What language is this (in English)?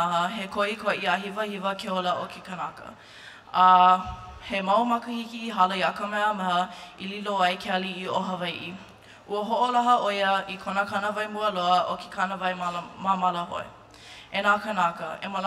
Hawaiian